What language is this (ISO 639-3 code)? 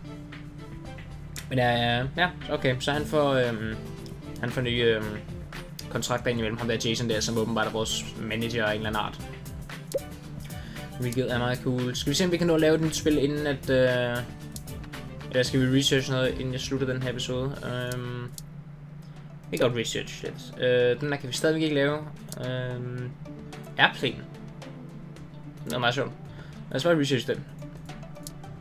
dan